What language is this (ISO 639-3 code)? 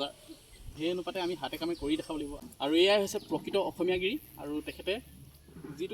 asm